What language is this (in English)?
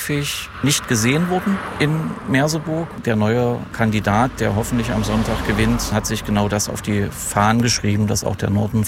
German